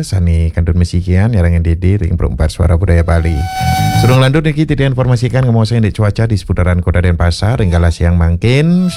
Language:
Balinese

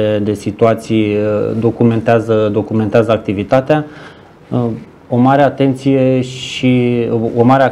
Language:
Romanian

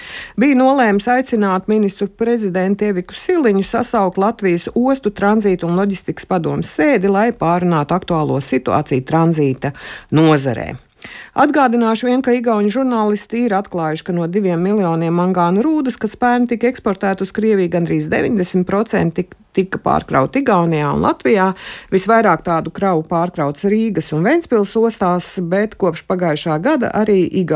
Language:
Latvian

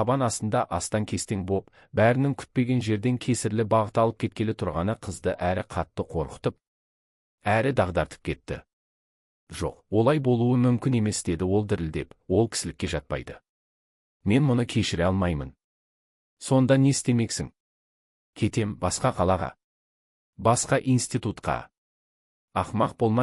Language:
Kazakh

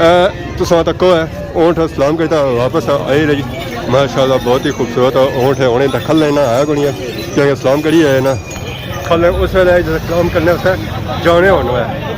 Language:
Pahari-Potwari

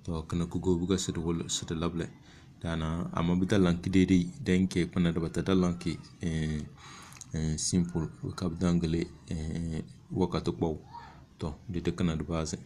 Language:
Tem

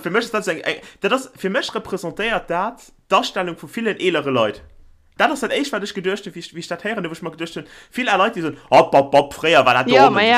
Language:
Luxembourgish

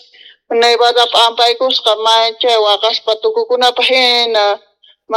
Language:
Quechua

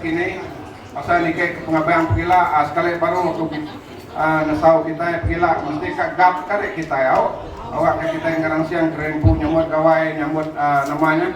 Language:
Iban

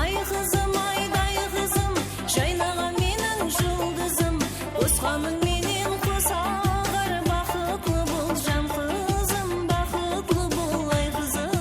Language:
Kara-Kalpak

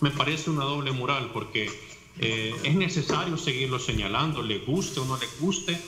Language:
Spanish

